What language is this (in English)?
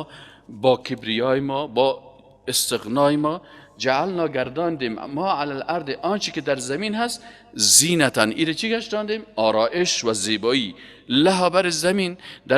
Persian